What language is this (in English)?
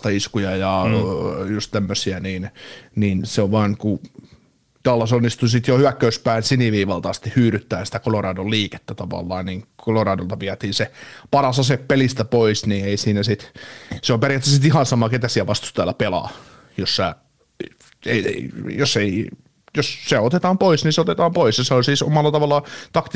Finnish